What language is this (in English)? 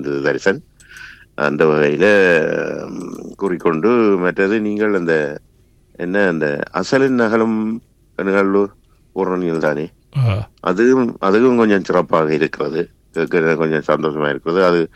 Tamil